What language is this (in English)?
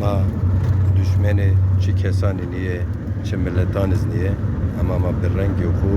Zaza